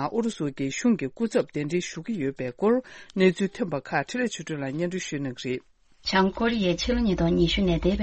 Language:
Tibetan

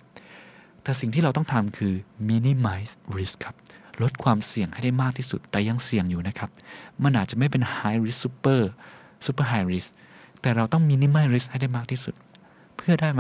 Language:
Thai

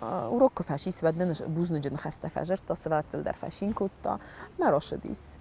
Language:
Ossetic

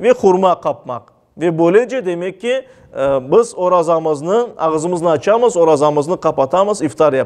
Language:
Crimean Tatar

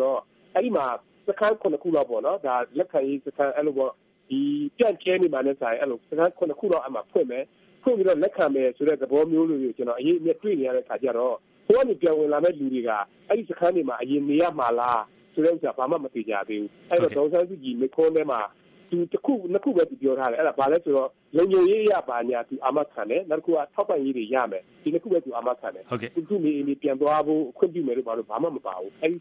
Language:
Burmese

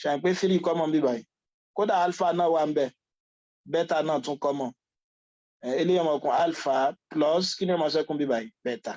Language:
Yoruba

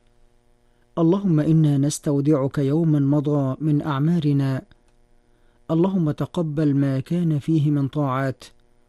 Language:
Arabic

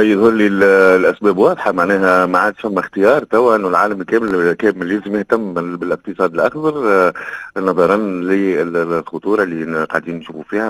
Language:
Tunisian Arabic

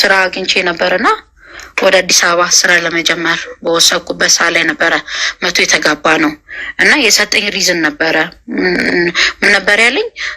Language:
Amharic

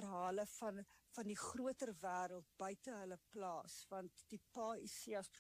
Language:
Afrikaans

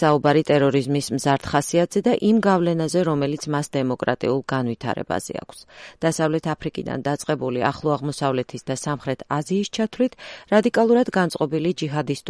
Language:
Georgian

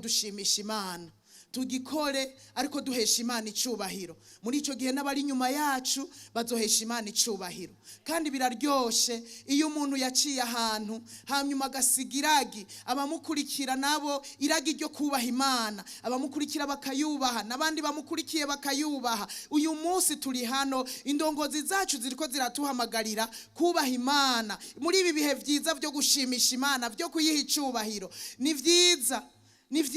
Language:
Rundi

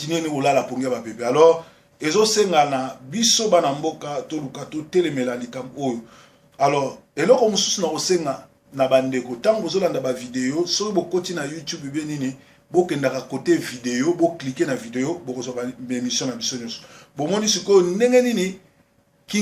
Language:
Lingala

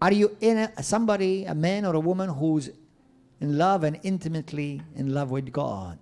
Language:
English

